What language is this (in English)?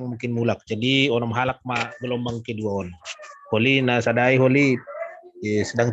Batak Simalungun